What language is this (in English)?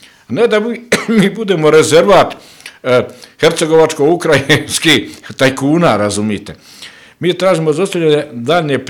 Bosnian